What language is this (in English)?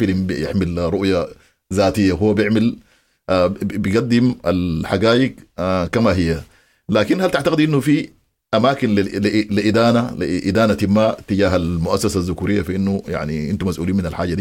Sudanese Arabic